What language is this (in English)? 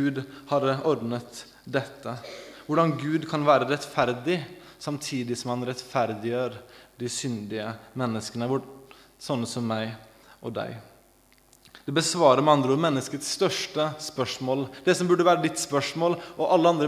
Norwegian